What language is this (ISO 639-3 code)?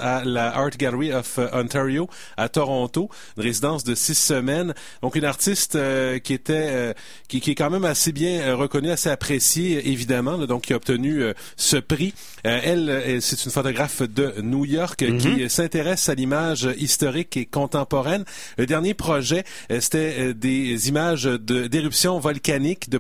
fra